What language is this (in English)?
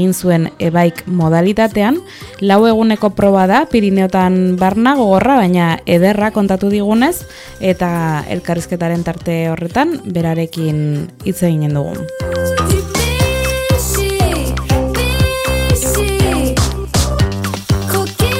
Basque